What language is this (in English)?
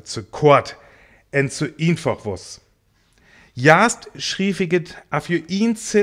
Northern Frisian